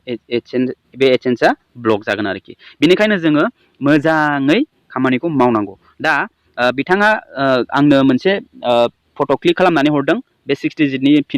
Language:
Bodo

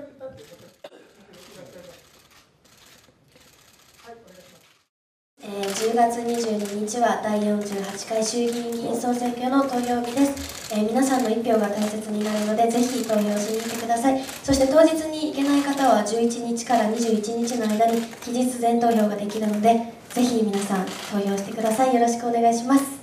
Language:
Japanese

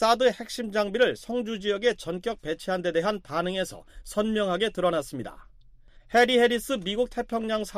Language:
Korean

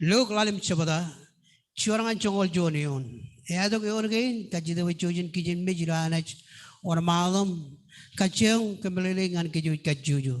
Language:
Marshallese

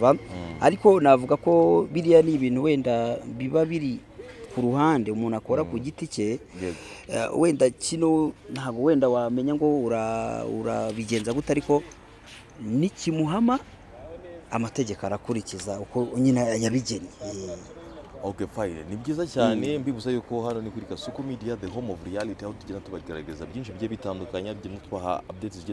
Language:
Kinyarwanda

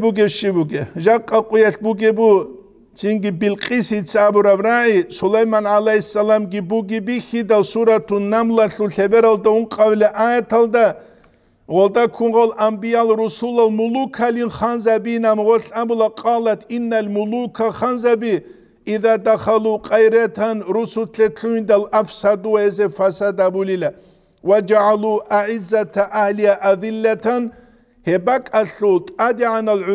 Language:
Avaric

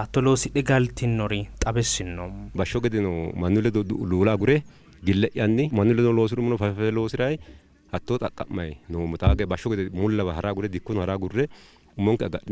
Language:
Sidamo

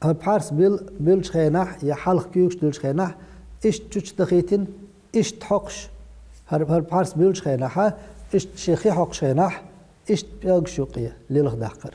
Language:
Chechen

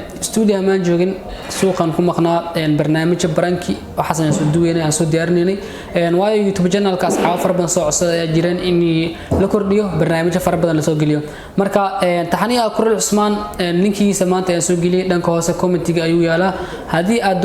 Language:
Somali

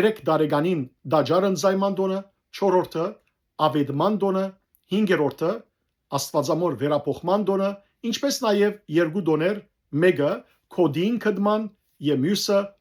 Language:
Western Armenian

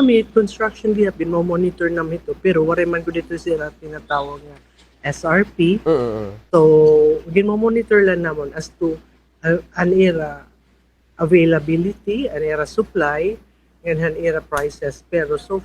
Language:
Waray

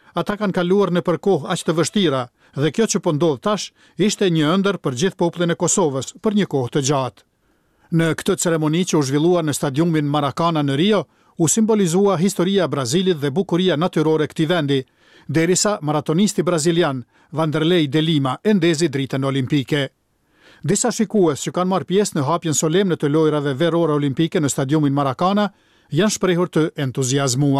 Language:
Albanian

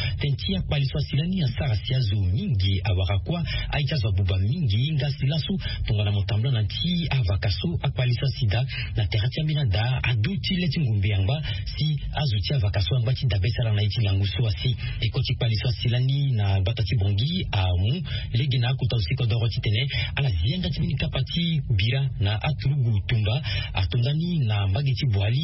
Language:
Sango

